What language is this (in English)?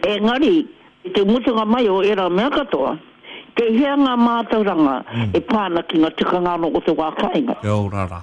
Māori